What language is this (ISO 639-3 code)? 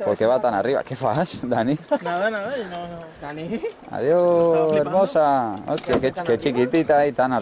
spa